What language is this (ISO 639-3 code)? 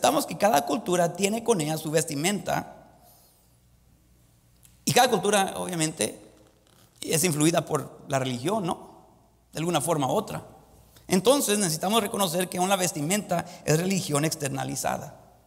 spa